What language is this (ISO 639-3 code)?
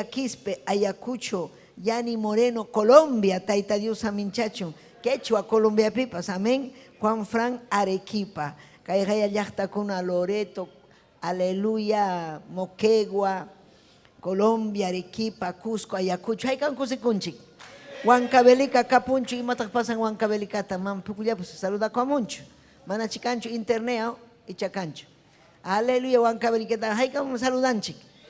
quy